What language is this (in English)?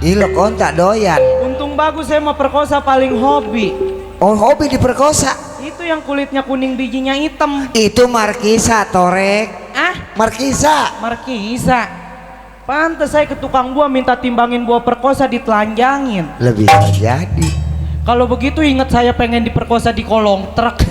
Betawi